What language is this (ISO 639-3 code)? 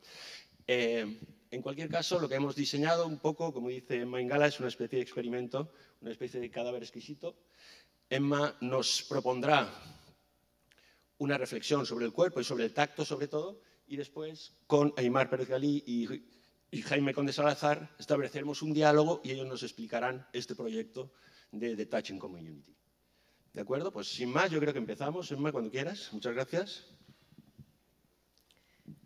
spa